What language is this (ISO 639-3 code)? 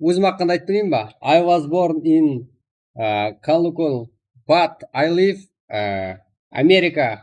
kaa